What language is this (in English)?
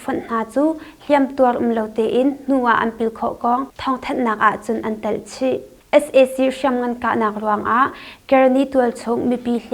Hakha Chin